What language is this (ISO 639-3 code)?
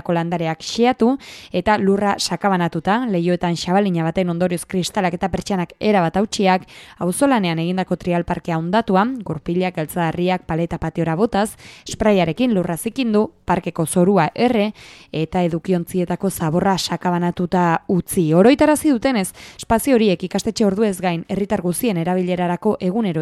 eus